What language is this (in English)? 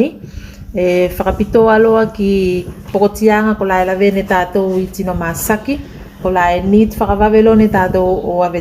Tuvalu